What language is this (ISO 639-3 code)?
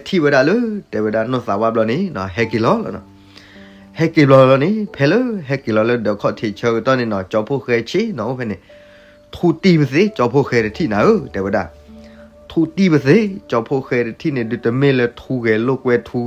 ksw